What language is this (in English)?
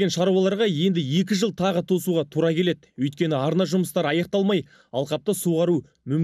Kazakh